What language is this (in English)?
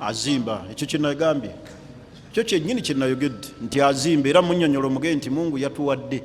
Ganda